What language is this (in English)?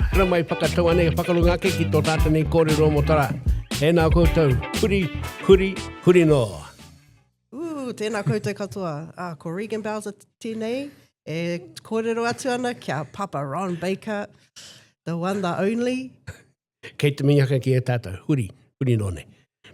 Māori